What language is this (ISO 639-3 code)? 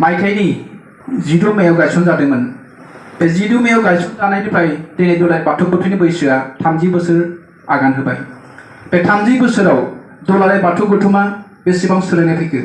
brx